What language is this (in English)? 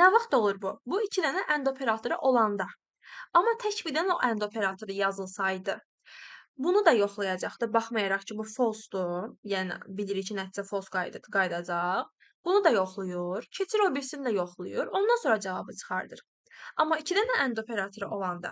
Azerbaijani